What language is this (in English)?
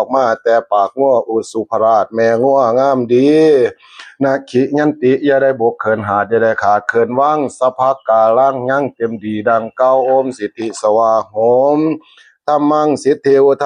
Lao